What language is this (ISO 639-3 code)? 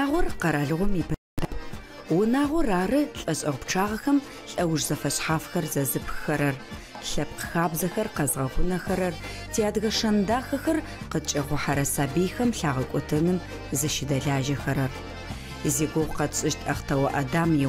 ady